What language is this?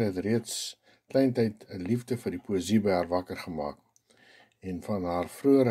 Afrikaans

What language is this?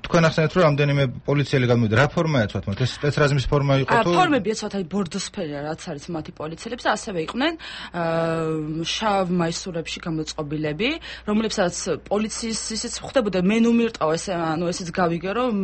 Georgian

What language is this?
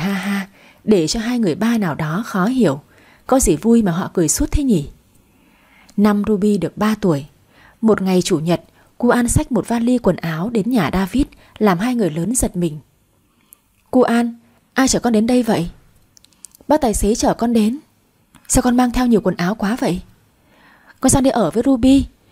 Vietnamese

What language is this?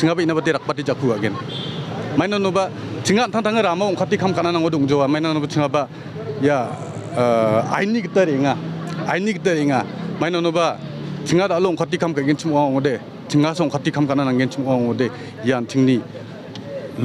Garo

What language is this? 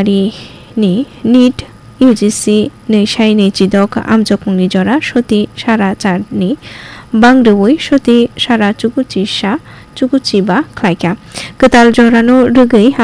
Kok Borok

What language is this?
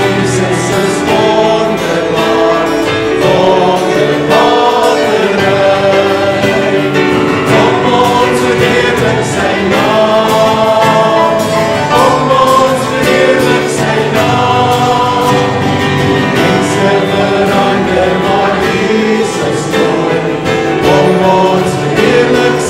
Afrikaans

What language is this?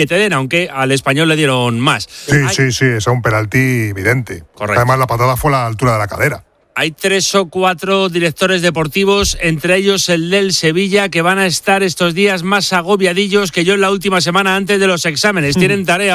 Spanish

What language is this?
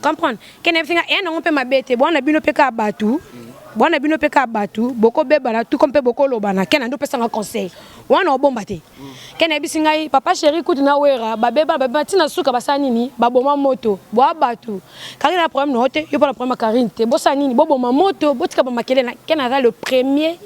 Lingala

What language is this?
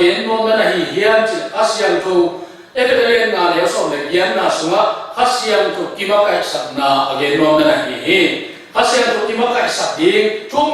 Tedim Chin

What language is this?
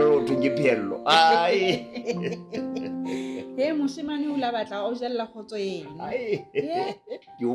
Southern Sotho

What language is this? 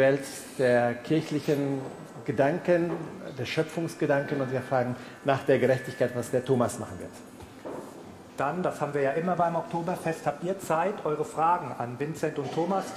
German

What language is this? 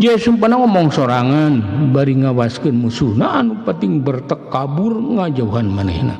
Sundanese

